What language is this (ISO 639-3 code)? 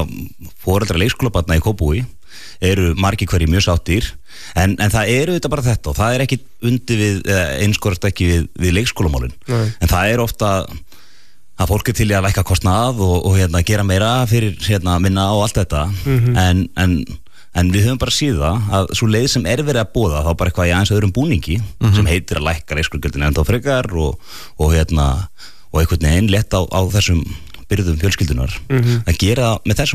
isl